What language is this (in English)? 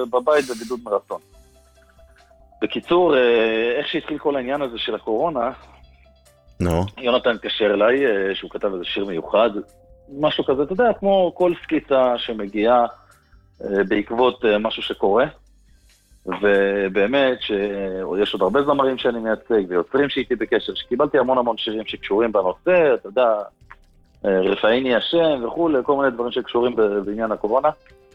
Hebrew